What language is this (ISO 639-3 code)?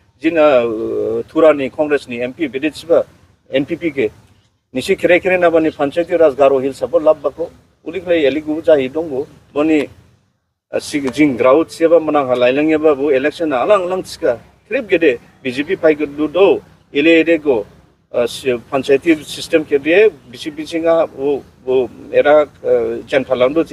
dis